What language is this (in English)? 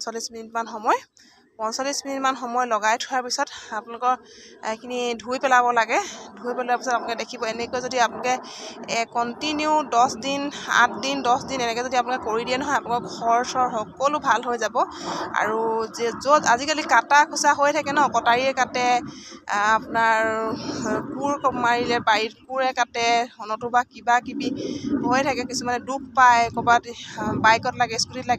Assamese